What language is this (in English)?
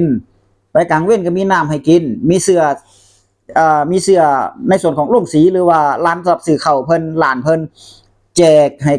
Northeastern Thai